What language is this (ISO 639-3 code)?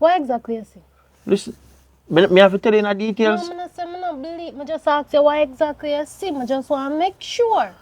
jam